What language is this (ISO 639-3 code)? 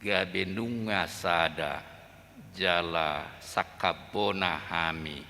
bbc